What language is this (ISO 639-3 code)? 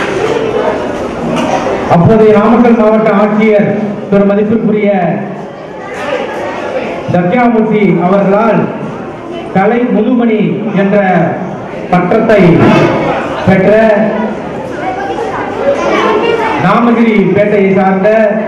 tam